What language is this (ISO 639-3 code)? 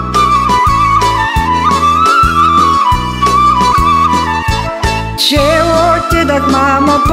bul